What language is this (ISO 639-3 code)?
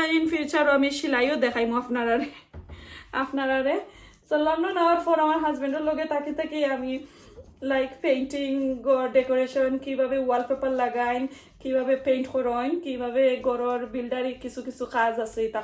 syl